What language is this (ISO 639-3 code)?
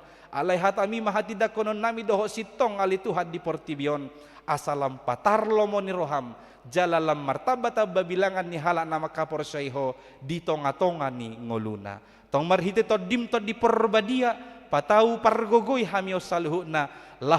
bbc